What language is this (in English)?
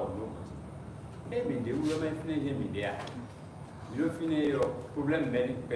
Fon